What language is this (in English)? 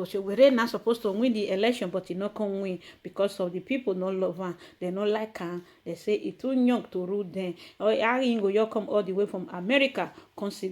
Nigerian Pidgin